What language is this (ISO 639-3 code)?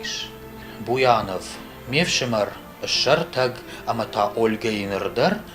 oss